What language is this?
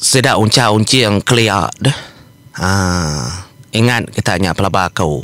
Iban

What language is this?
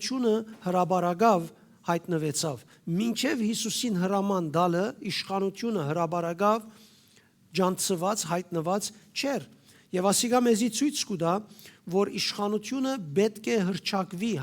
Western Armenian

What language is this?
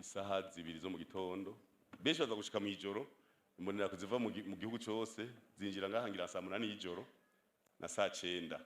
Rundi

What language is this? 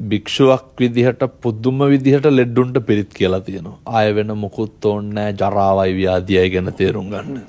Sinhala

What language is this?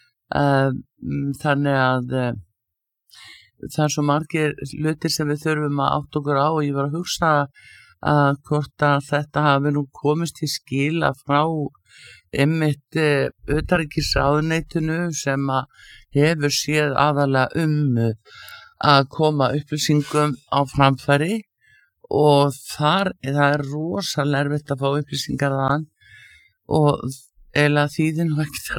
Icelandic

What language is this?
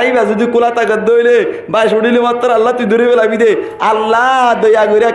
Rohingya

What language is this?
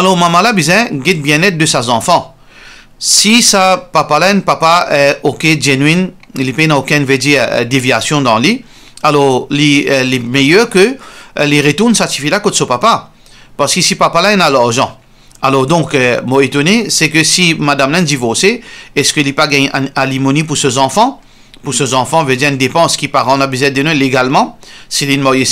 Morisyen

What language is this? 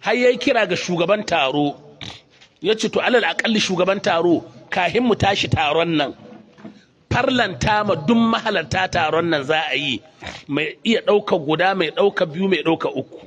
Hausa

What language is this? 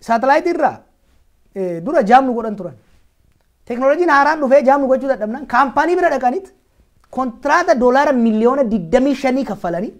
Oromo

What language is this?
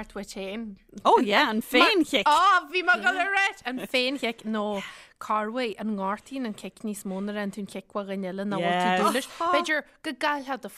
Irish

